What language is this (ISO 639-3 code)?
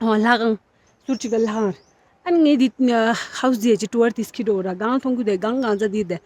bod